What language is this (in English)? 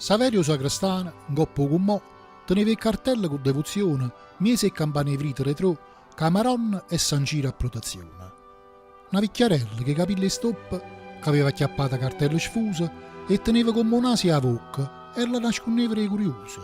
Neapolitan